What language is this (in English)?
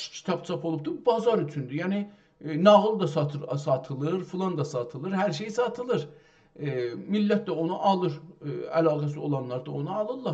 South Azerbaijani